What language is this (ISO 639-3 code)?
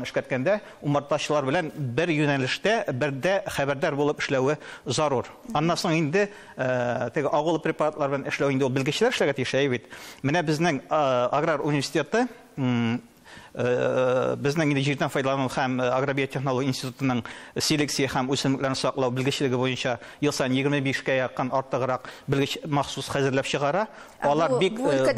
tat